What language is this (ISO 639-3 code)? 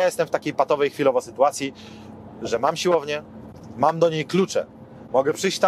pol